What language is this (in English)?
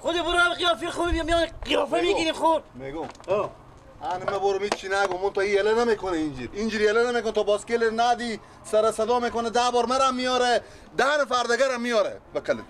Persian